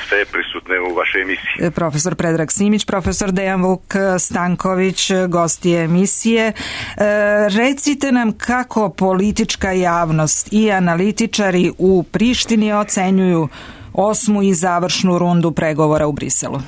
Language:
Serbian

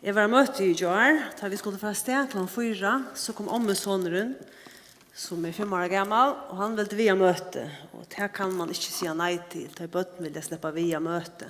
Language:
Faroese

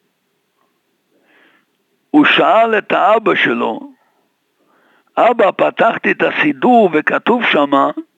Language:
Hebrew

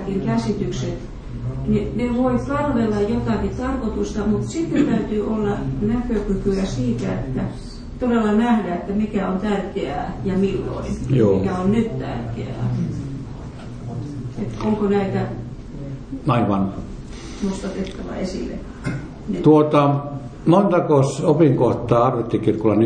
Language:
Finnish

